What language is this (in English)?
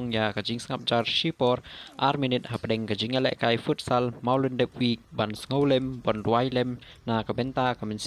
Khasi